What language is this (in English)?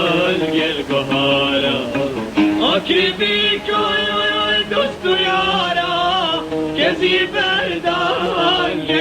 Kurdish